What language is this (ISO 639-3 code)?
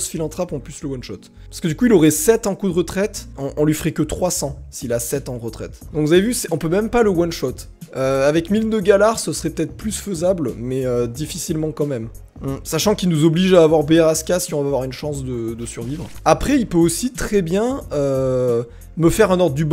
fra